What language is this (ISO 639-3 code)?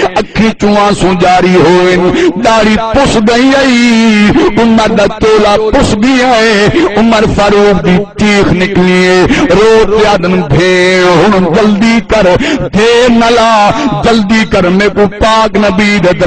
skr